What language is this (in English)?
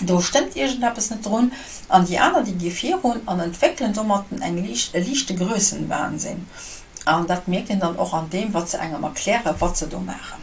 Luxembourgish